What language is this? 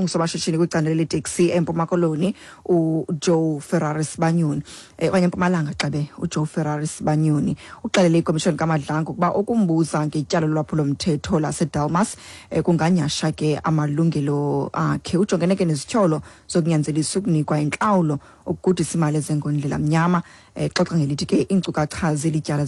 Xhosa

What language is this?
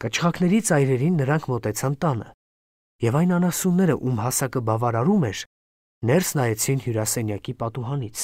Armenian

